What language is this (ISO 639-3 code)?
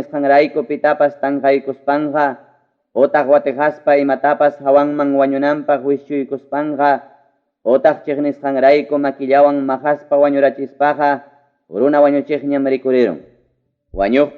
quy